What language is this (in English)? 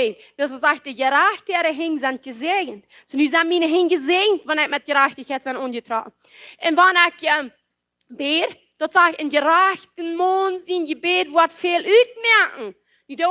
Plautdietsch